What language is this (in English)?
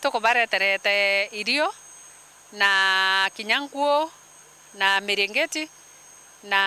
Meru